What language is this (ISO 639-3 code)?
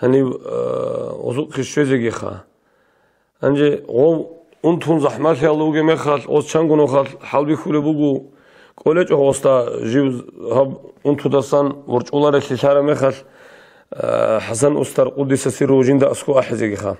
ava